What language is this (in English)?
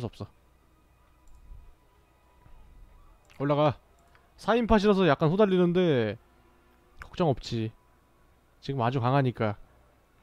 Korean